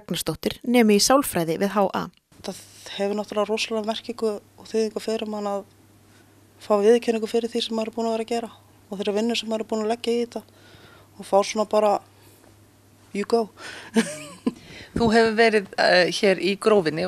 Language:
Icelandic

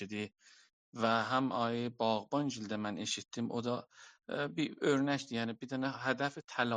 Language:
South Azerbaijani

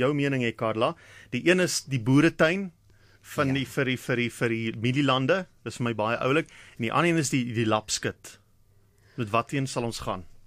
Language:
Afrikaans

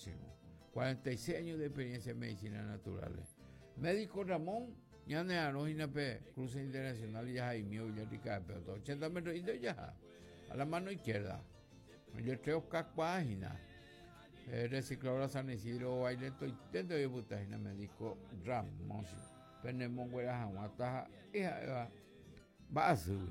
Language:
Guarani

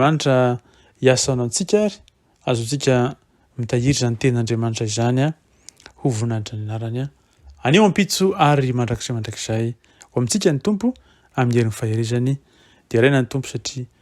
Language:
Malagasy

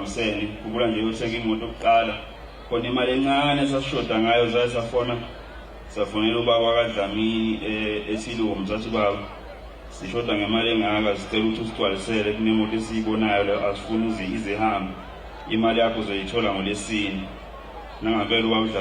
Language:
Zulu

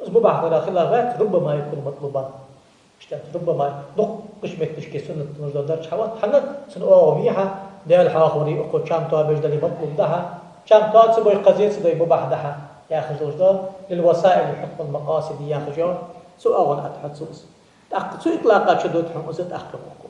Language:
Ingush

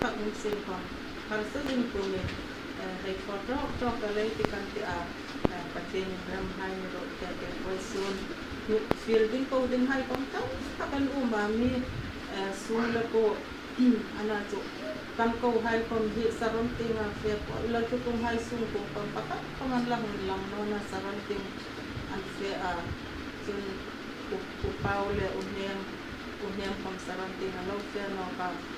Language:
Hmar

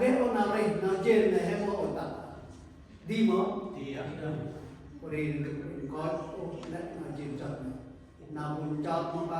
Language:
Central Mnong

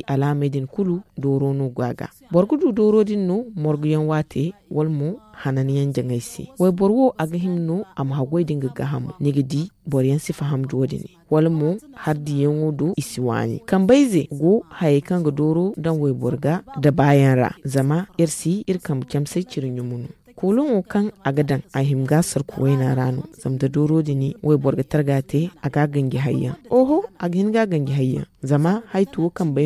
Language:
Zarma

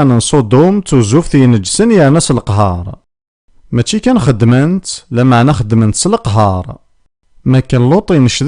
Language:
Kabyle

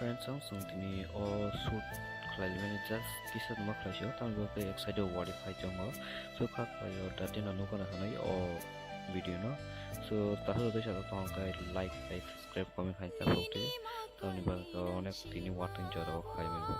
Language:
Kok Borok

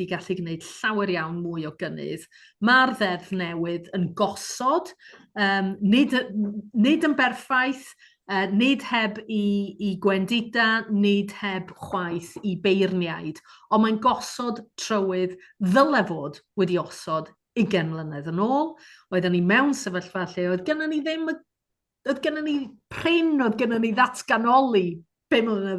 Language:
Welsh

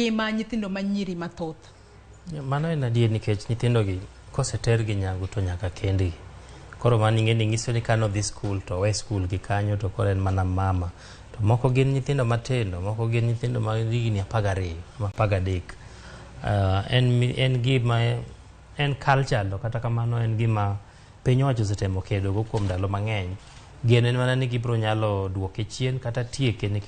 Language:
Luo (Kenya and Tanzania)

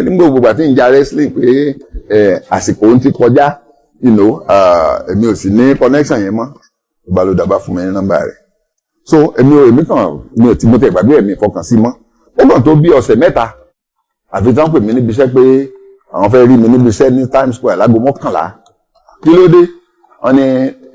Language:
Yoruba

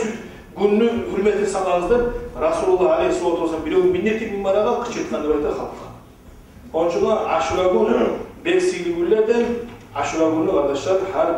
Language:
Kumyk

